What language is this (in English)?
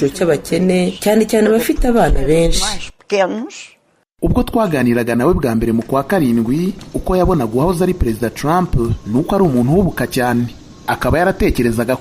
Kinyarwanda